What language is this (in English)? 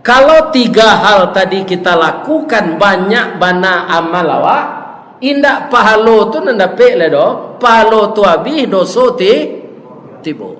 Minangkabau